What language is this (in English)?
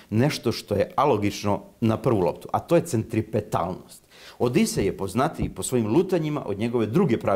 Serbian